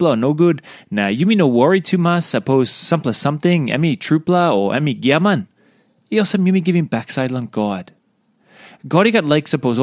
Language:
Tok Pisin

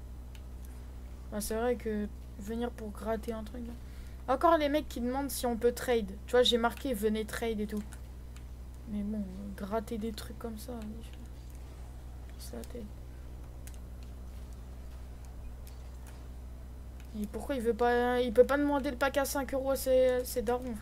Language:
French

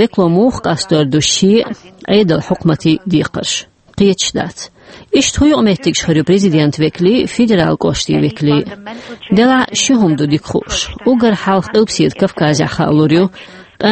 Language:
Chechen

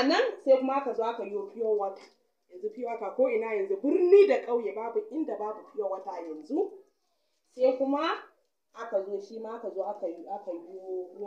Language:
Hausa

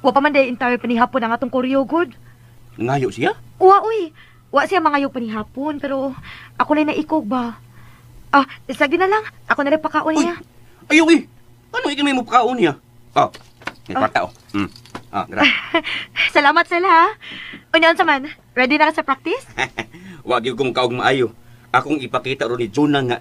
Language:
Cebuano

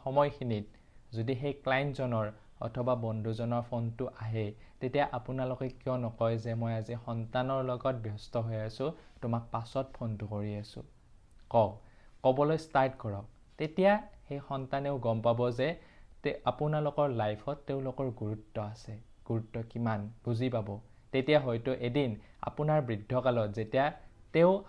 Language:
Assamese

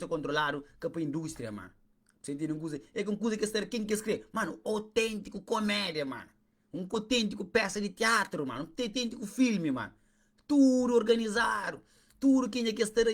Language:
Kabuverdianu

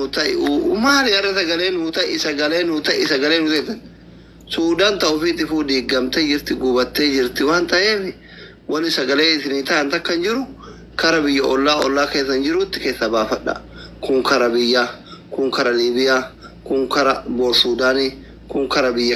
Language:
Oromo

